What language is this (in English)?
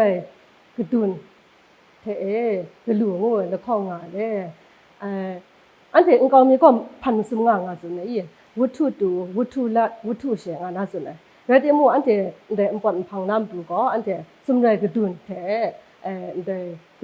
Kachin